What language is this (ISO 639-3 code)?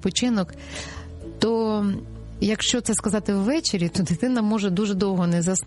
ukr